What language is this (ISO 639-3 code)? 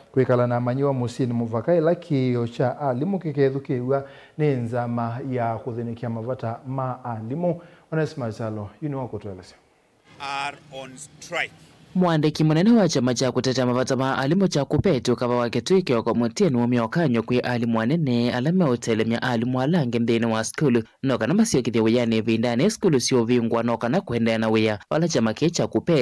kam